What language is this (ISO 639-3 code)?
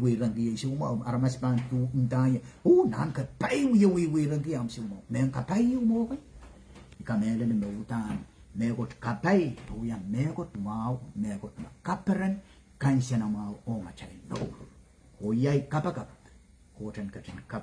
pon